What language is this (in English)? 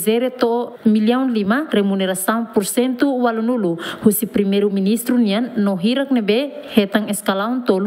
Tetum